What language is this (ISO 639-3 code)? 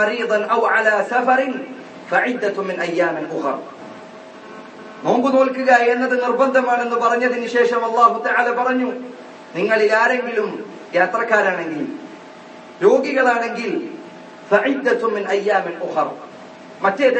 mal